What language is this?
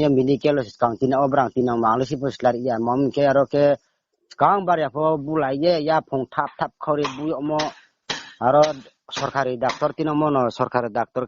Riang (India)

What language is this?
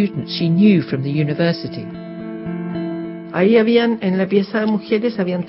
English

